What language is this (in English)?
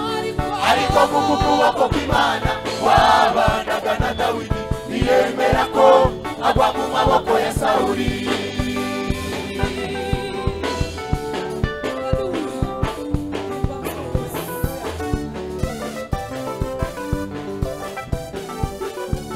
Kinyarwanda